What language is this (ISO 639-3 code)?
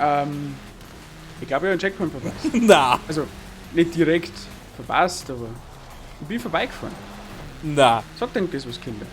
bar